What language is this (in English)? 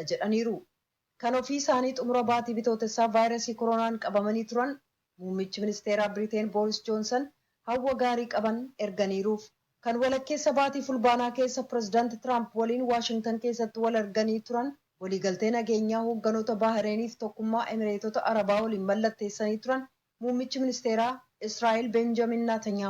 Oromo